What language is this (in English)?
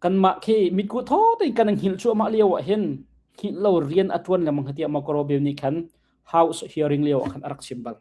Hakha Chin